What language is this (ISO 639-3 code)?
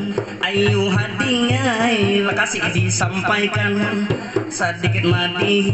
bjn